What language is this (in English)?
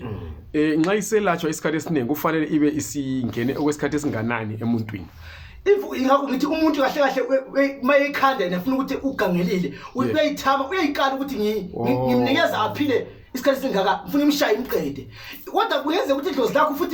Zulu